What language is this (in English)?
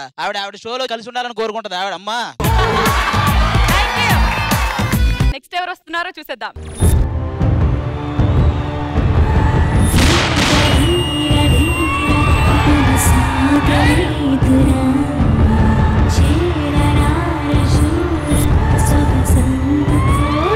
Telugu